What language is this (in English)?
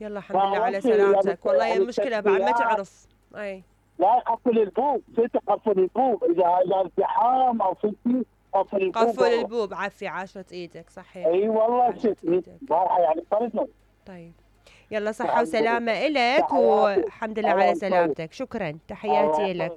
Mesopotamian Arabic